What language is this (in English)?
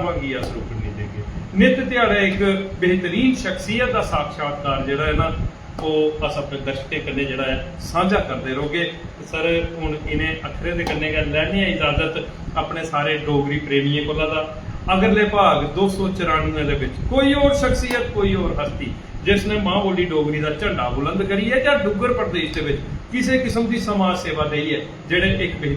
Dogri